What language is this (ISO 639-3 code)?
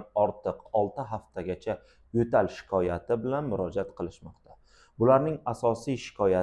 uzb